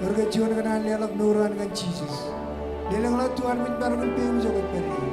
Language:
Marshallese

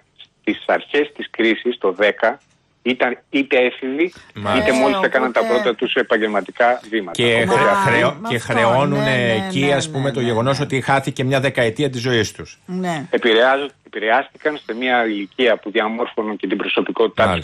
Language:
Greek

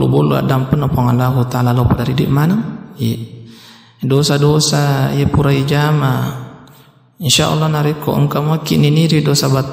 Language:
Buginese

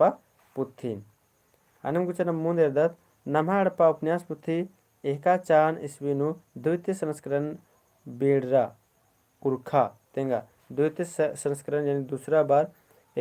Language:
Kurukh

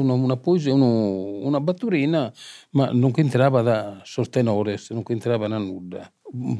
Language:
Sardinian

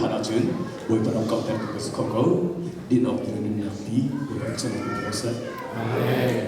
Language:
Hakha Chin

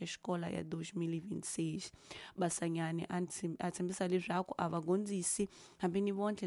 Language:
Tsonga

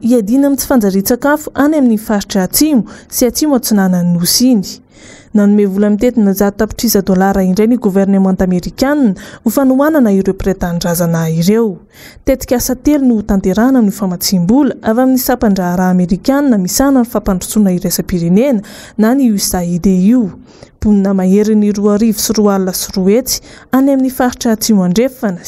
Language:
Malagasy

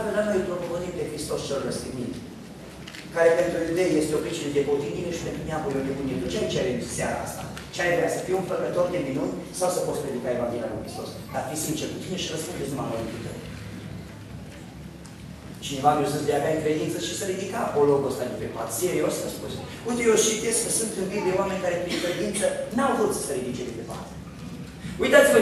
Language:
Romanian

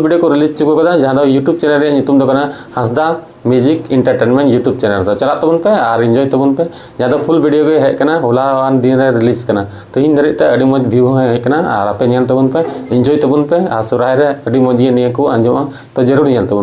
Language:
Santali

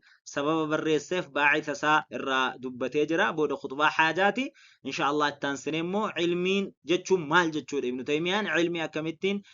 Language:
Oromo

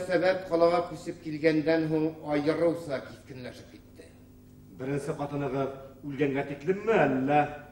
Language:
Bashkir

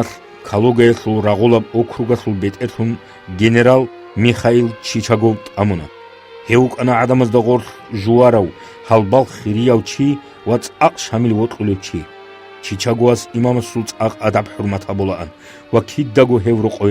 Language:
Avaric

